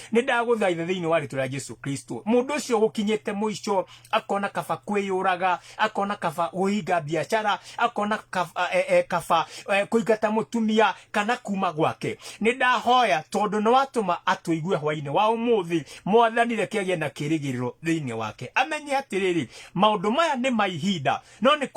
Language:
Kikuyu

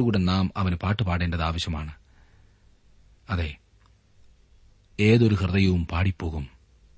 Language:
Malayalam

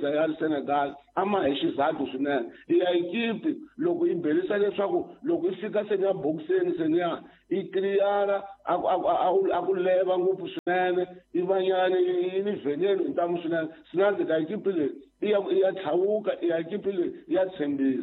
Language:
Tsonga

